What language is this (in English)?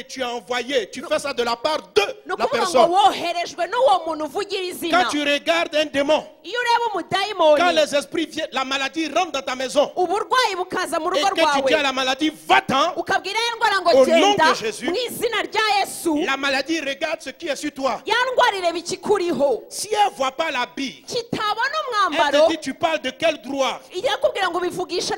Kinyarwanda